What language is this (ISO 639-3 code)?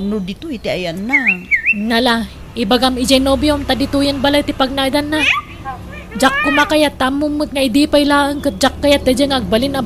ilo